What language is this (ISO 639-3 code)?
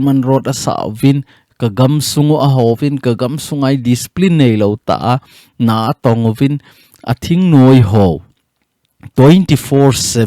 tcz